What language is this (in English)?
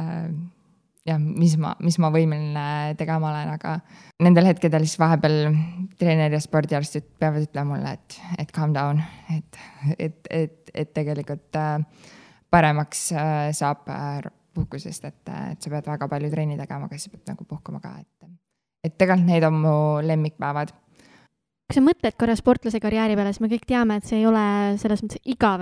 Estonian